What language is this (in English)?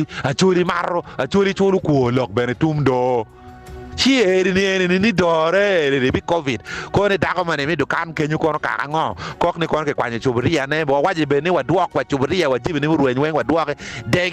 Acoli